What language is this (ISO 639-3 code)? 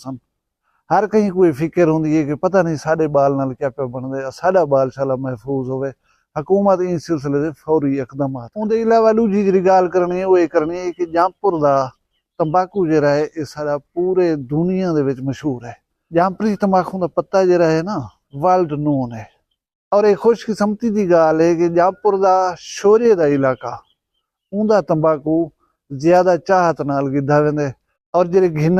skr